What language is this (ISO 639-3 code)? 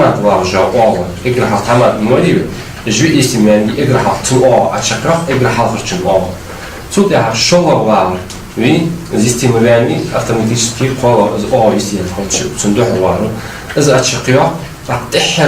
inh